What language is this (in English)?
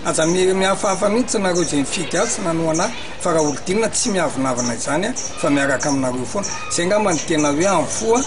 Malagasy